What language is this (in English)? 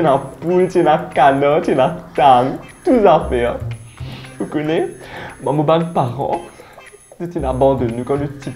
Morisyen